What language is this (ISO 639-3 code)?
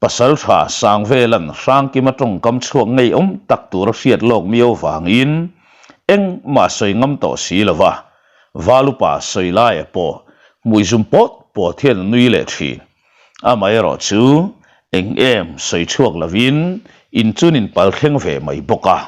lus